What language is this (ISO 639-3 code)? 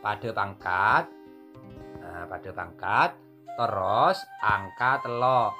mad